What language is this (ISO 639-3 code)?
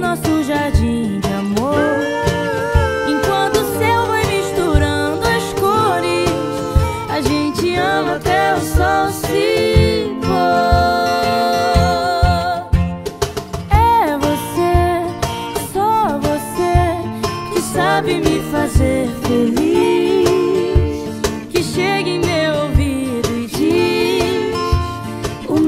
por